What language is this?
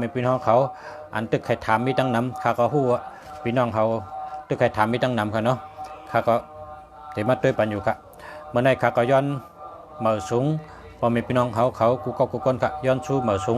Shan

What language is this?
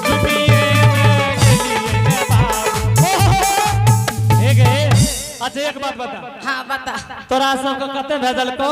Angika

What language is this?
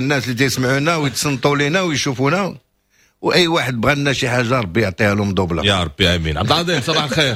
Moroccan Arabic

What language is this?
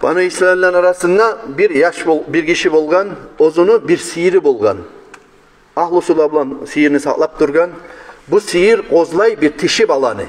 Kumyk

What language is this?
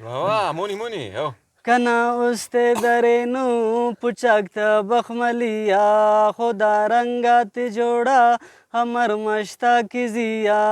Brahui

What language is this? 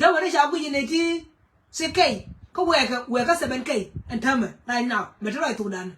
Nuer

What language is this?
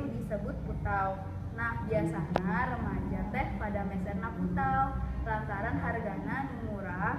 Sundanese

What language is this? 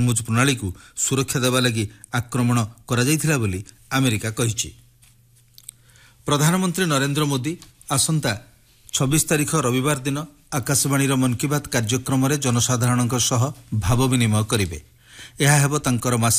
Odia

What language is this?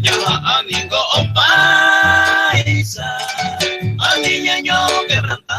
Guarani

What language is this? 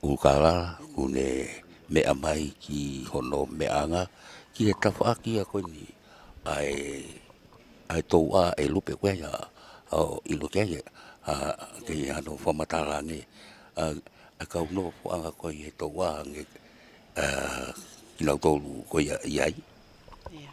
Tongan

